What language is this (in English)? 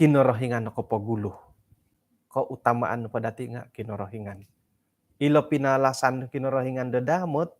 Central Dusun